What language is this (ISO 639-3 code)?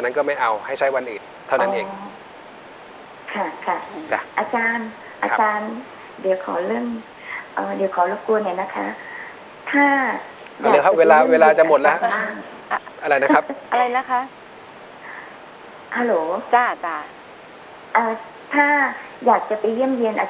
tha